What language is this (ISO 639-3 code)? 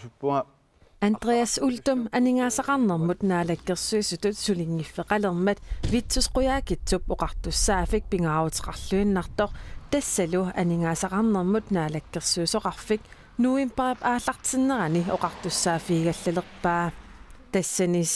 kal